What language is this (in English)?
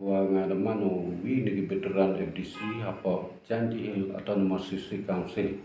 Pnar